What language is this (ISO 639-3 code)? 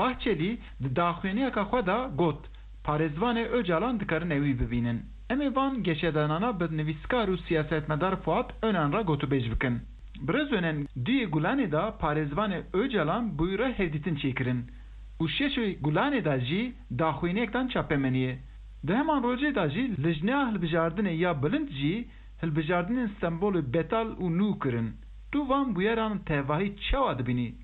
kur